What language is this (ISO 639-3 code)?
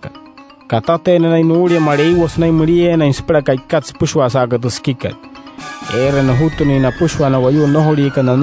guc